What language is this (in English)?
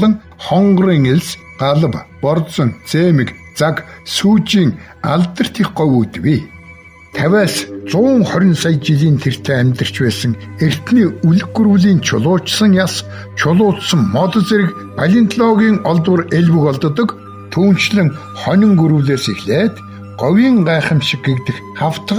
Mongolian